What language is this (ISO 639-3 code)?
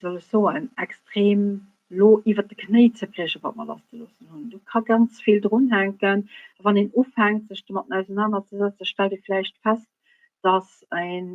ltz